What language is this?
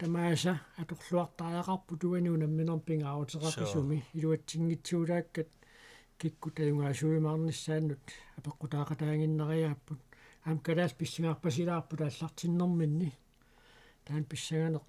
Kalaallisut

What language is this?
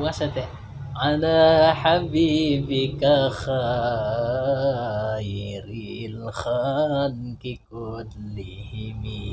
Banjar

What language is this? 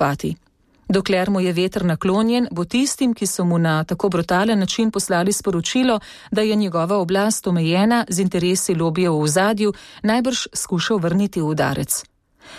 Slovenian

